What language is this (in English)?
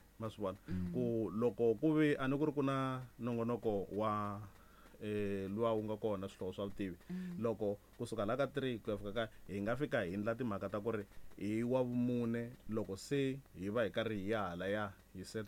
Tsonga